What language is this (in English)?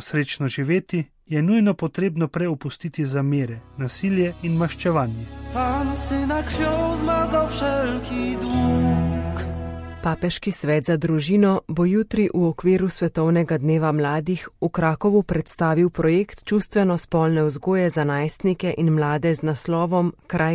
Slovenian